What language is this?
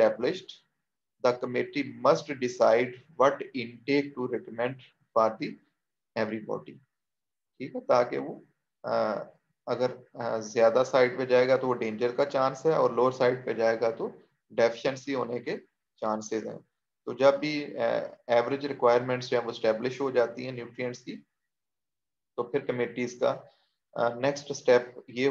Hindi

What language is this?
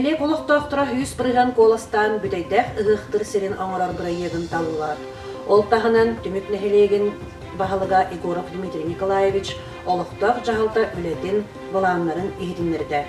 Yakut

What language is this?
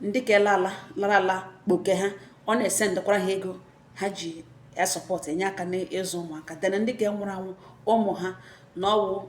Igbo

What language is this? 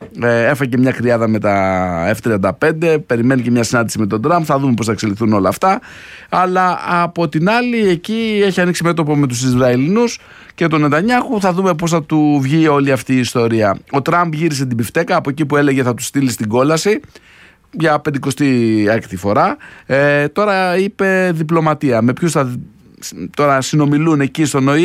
Greek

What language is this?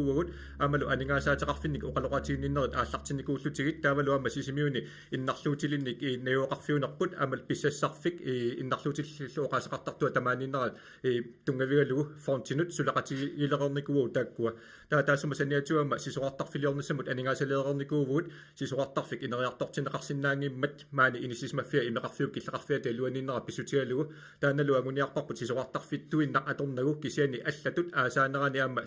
Kalaallisut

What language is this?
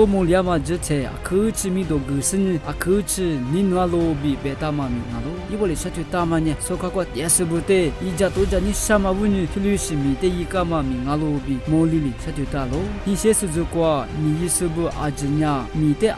Lisu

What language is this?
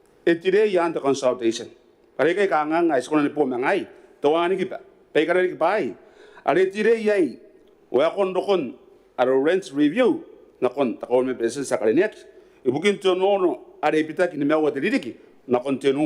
Gilbertese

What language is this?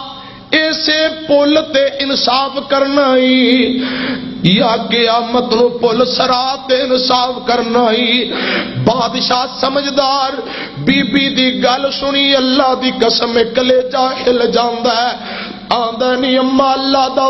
Western Panjabi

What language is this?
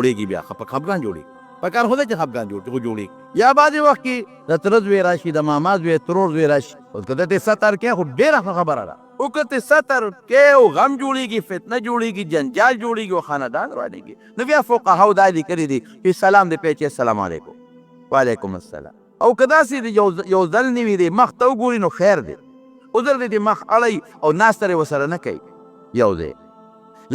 Pashto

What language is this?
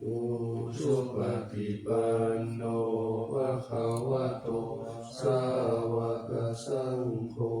Pali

